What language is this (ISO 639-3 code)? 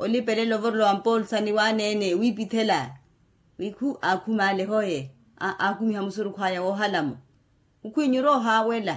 vmw